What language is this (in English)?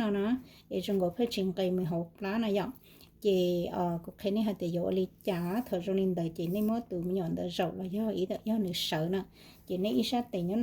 Hmong